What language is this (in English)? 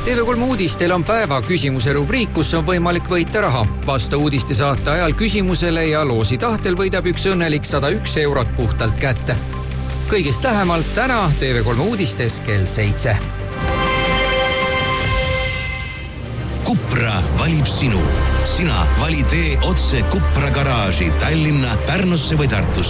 Estonian